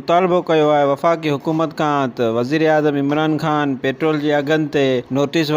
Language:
Sindhi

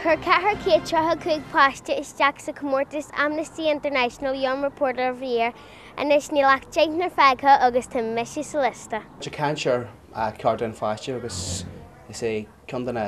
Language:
Irish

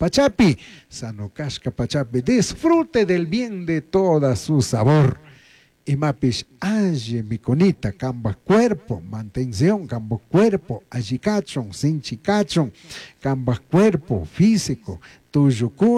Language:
Chimborazo Highland Quichua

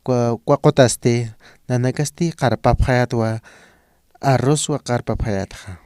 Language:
Aymara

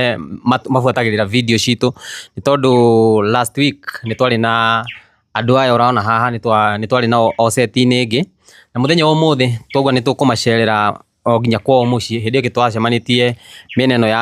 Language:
Kikuyu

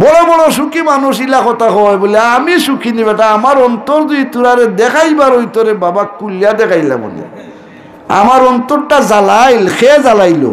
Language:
Sylheti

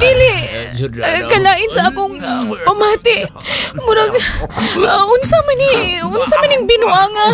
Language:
Cebuano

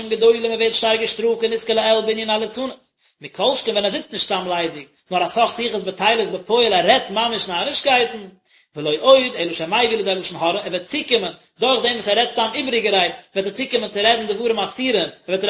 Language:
Yiddish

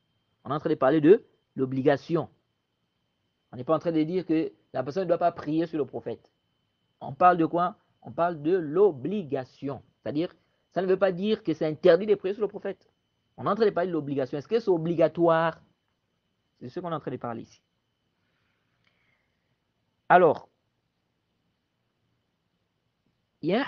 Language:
French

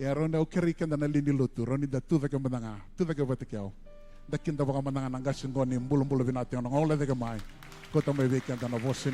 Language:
Fijian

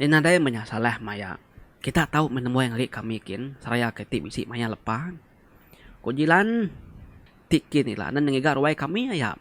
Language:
Iban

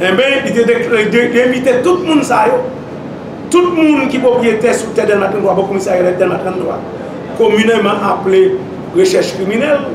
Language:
Haitian Creole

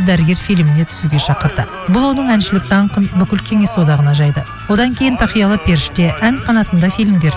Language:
Kazakh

